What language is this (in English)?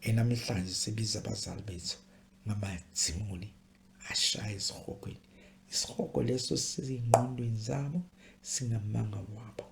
Zulu